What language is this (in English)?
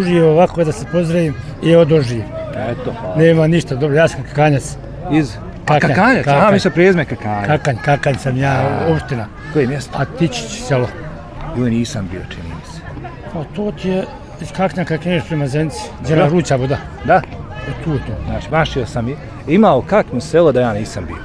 Bosnian